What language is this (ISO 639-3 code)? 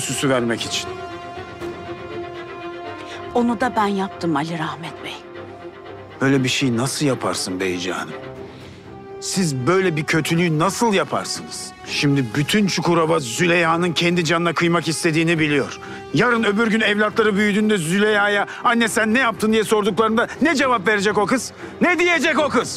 tur